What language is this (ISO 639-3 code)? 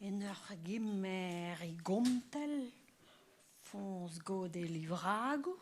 bre